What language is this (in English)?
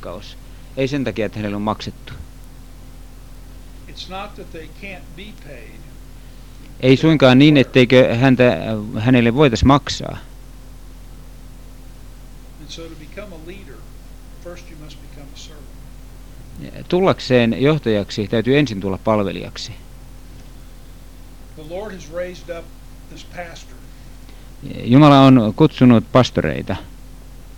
Finnish